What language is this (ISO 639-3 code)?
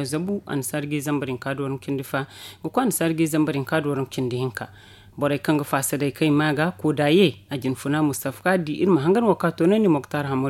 dje